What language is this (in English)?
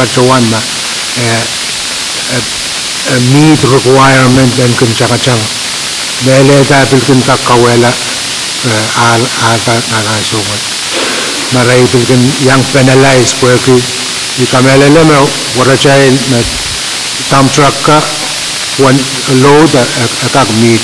Pohnpeian